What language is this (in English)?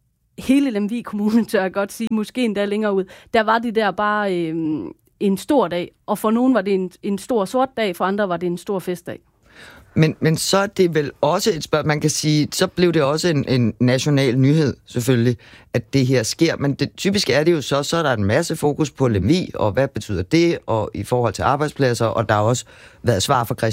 Danish